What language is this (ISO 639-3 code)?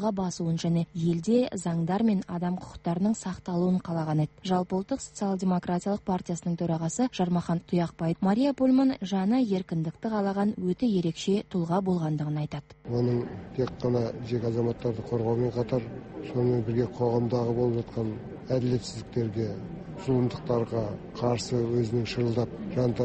kaz